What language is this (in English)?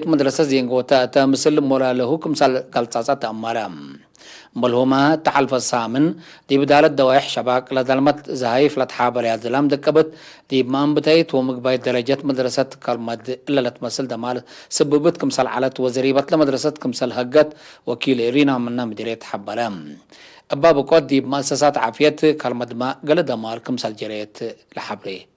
Tigre